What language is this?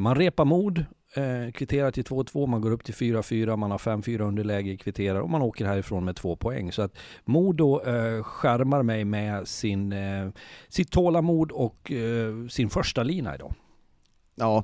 Swedish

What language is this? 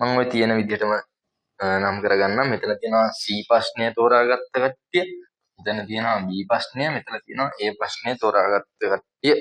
Sinhala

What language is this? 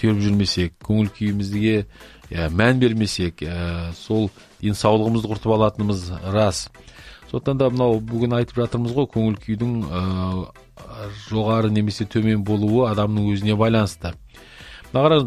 Kazakh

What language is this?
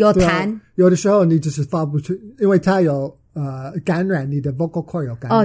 Chinese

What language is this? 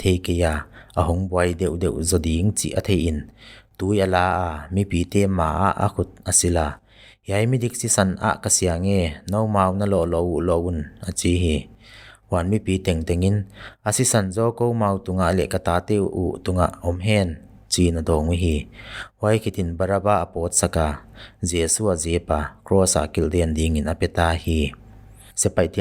Paite Chin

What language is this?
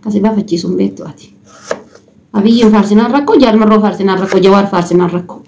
Oromo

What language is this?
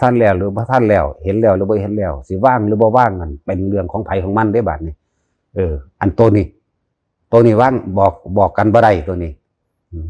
Northeastern Thai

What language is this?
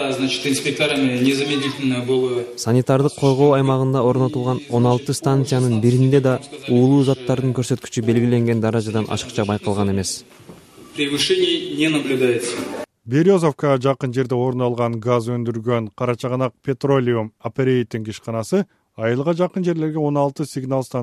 Kyrgyz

